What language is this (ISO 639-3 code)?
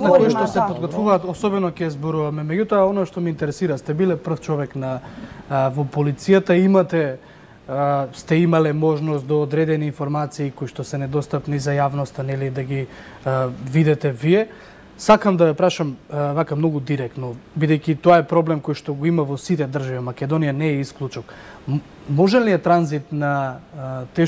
mkd